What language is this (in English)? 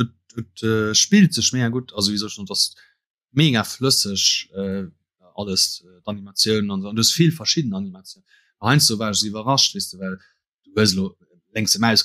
Luxembourgish